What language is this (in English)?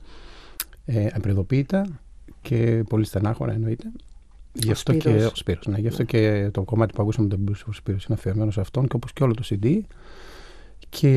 Greek